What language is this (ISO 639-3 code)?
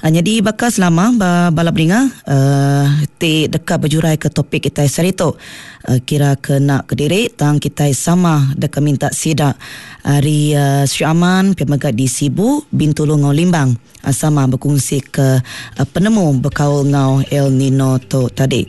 iba